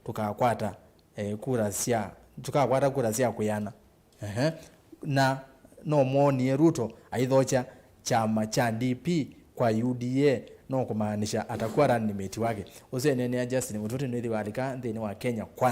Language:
Kamba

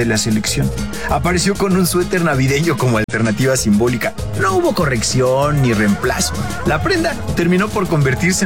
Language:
Spanish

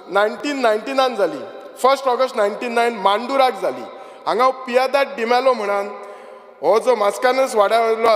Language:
Konkani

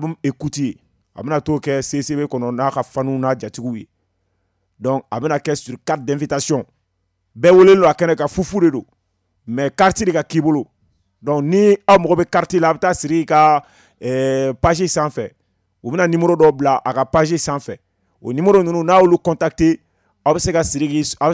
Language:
Bambara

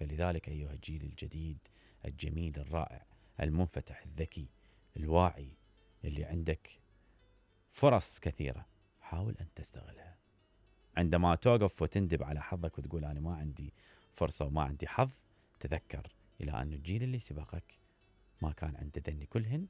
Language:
Mesopotamian Arabic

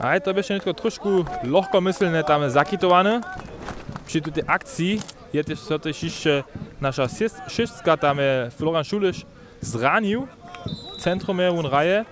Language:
Upper Sorbian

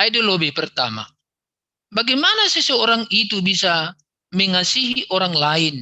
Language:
Batak Simalungun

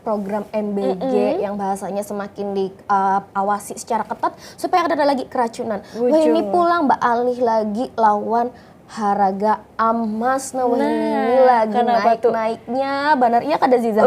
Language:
Banjar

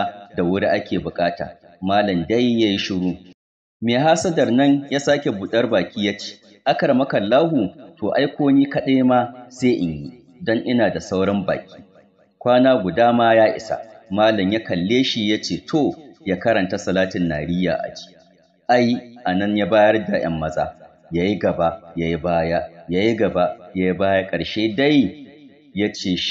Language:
Hausa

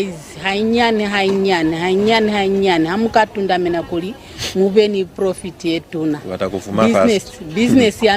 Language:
Lozi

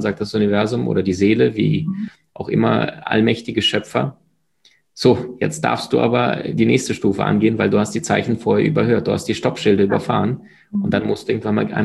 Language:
German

